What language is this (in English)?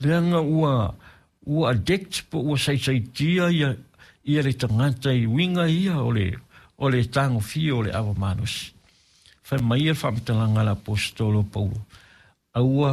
Samoan